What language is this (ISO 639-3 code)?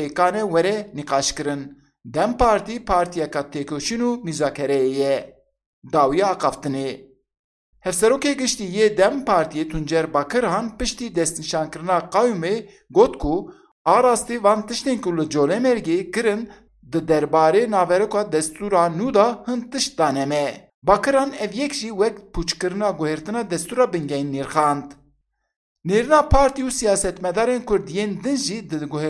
kur